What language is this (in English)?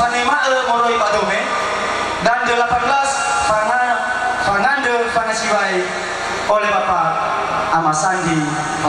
Nias